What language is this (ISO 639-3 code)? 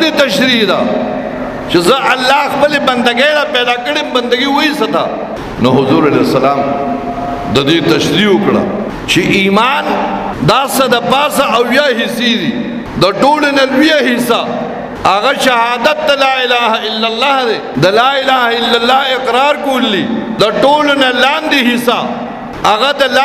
pus